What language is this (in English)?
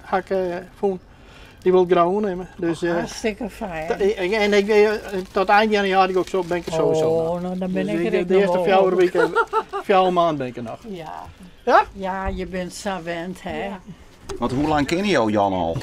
Western Frisian